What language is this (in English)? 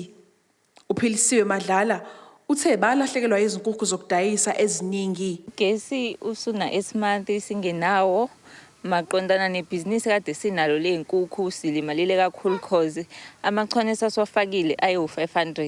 Zulu